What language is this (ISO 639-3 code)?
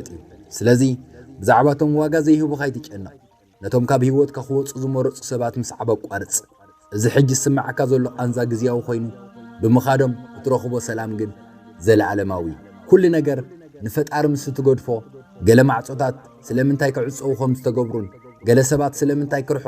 tir